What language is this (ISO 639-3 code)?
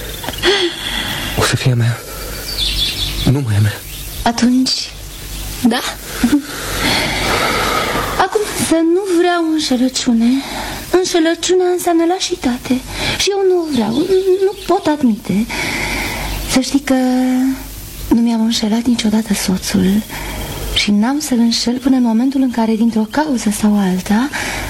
ron